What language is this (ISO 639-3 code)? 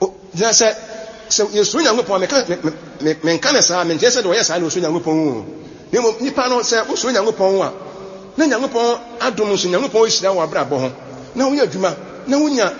aka